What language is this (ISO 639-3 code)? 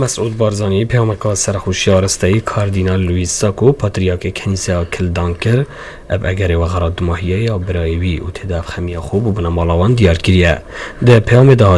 kur